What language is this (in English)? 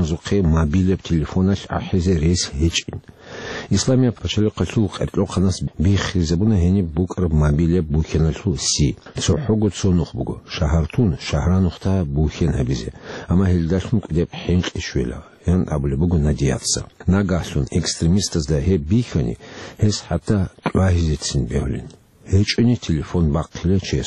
Avaric